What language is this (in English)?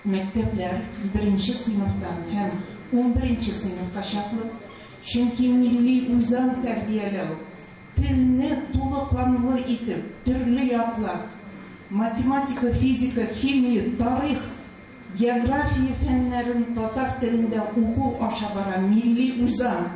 Tatar